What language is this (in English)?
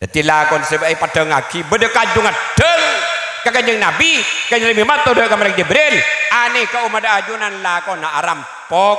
Madurese